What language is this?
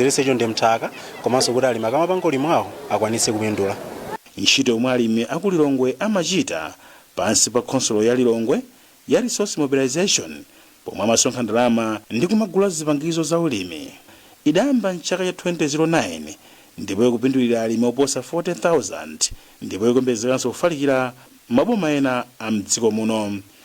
Nyanja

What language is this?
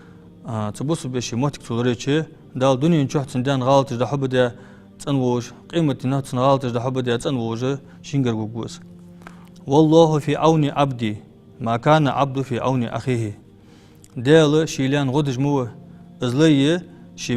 Ingush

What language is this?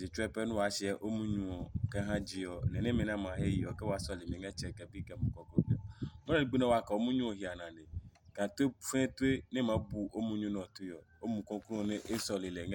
Adangme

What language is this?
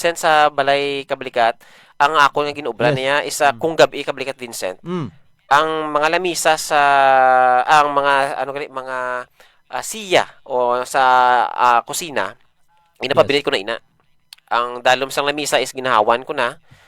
Hiligaynon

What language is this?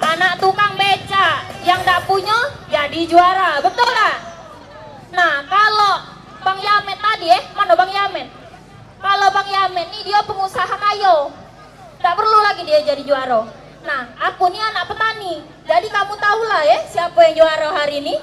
Musi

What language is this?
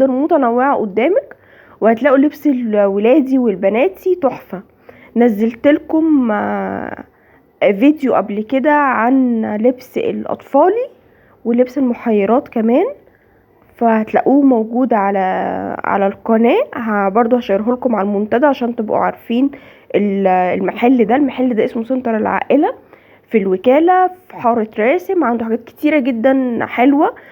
Egyptian Arabic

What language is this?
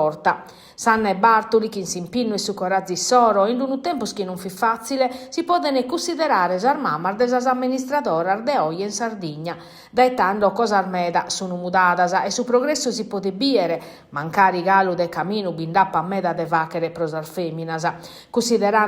Sardinian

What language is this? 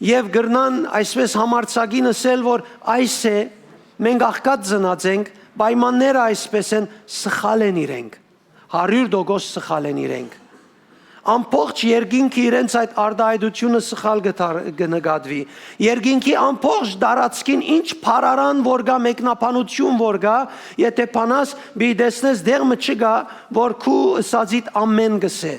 Western Armenian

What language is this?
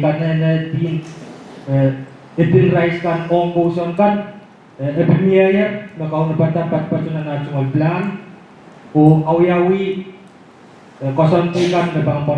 Pohnpeian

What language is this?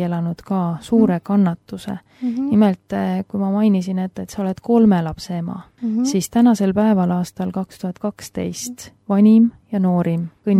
Estonian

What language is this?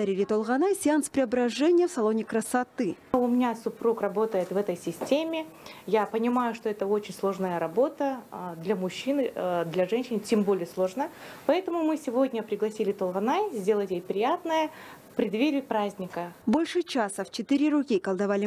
Russian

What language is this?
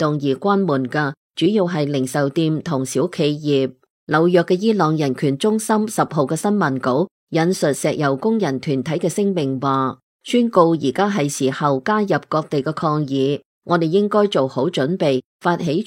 Cantonese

